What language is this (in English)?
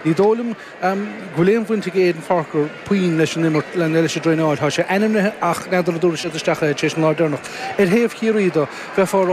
Irish